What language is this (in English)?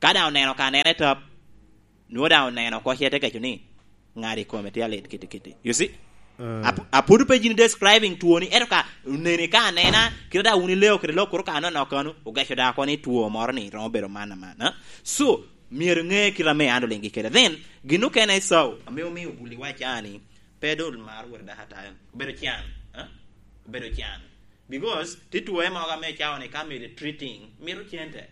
Lango (Uganda)